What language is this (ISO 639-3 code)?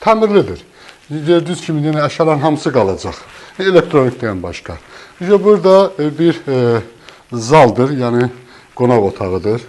aze